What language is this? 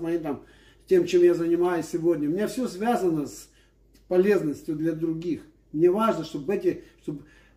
Russian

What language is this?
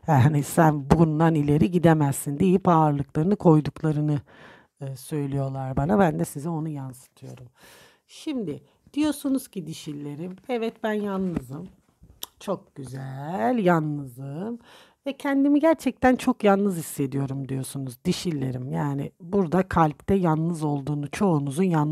Turkish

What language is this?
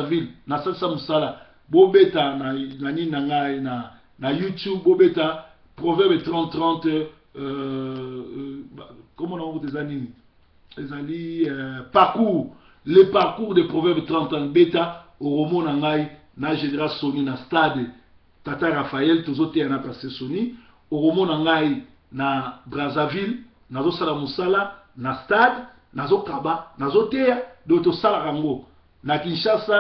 Lingala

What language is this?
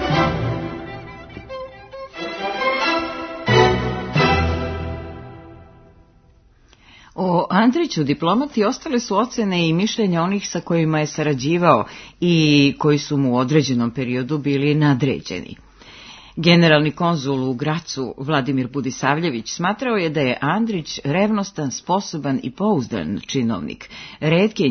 Serbian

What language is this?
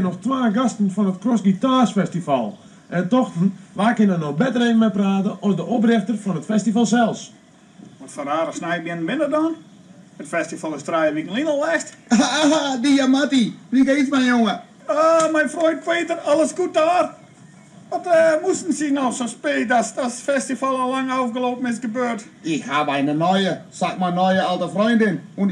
Western Frisian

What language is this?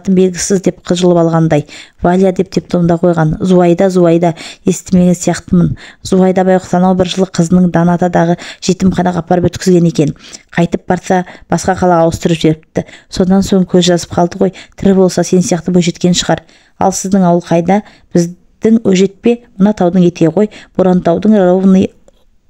Kazakh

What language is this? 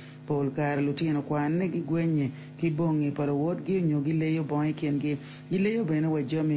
Acoli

